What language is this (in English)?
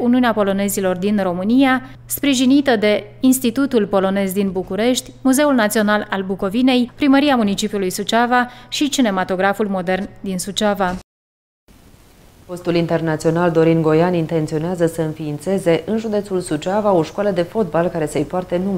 Romanian